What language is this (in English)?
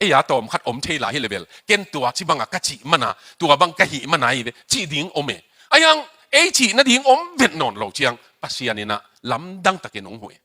Tedim Chin